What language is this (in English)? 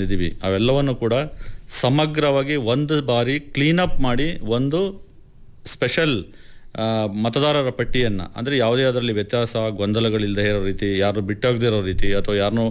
Kannada